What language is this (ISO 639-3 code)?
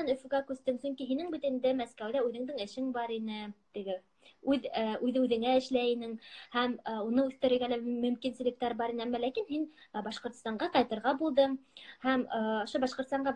bak